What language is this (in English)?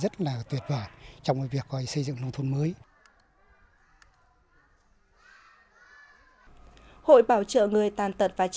Vietnamese